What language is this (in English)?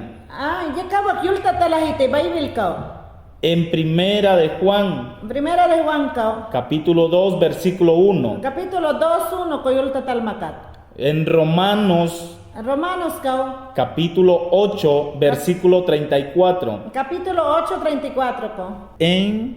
Mayangna